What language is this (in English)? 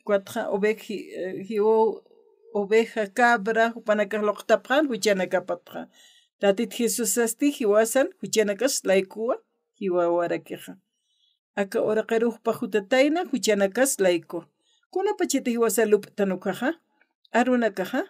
Aymara